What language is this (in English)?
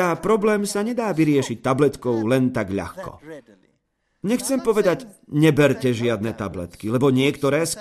Slovak